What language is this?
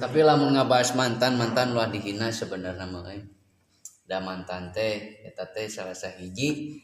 Sundanese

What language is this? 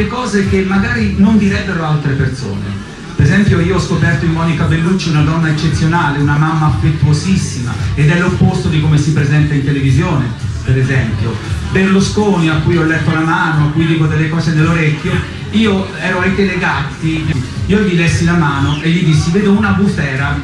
Italian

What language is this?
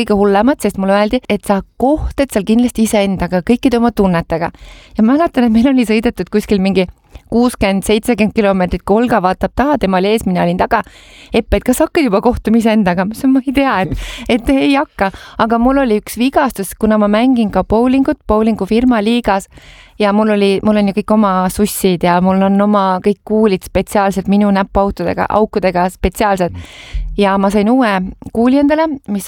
Estonian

